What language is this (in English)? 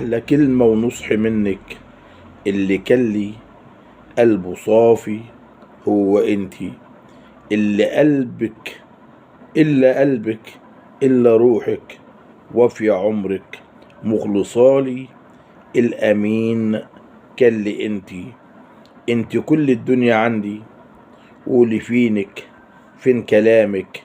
Egyptian Arabic